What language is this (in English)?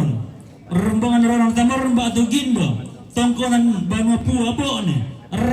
Toraja-Sa'dan